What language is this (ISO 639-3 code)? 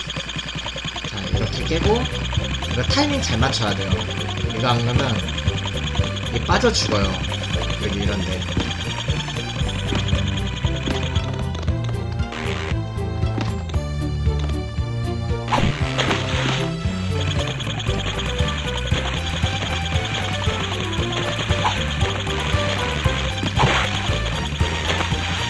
kor